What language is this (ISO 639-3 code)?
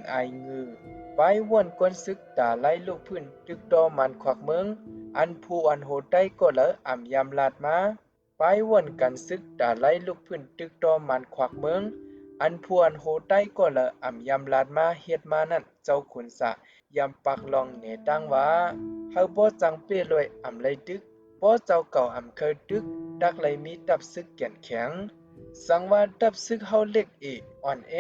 shn